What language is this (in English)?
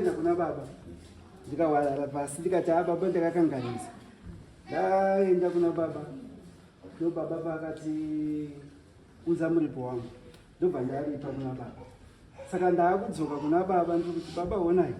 Shona